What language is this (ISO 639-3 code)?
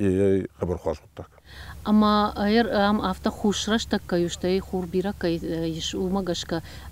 oss